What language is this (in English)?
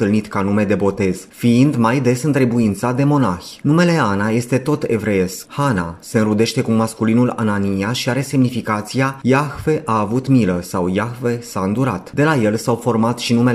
Romanian